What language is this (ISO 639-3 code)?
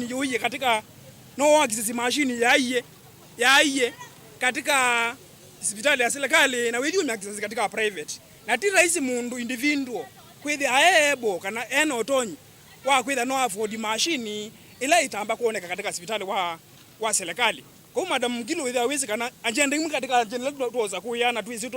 kam